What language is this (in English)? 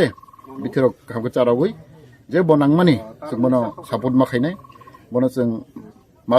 Kok Borok